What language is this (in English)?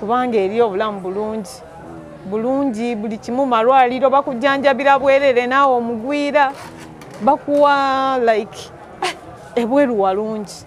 Ganda